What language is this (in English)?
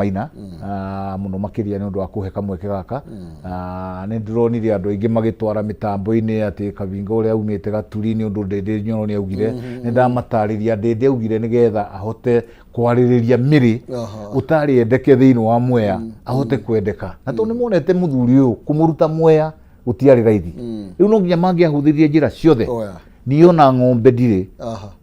Kikuyu